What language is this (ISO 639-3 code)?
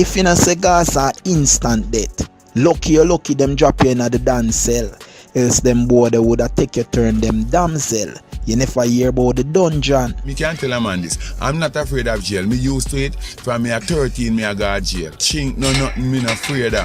jam